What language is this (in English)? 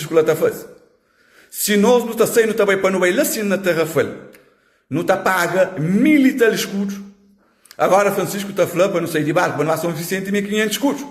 Kabuverdianu